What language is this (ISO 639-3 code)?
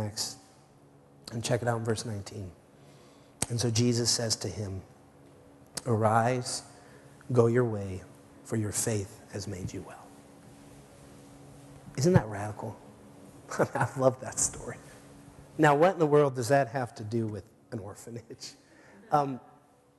eng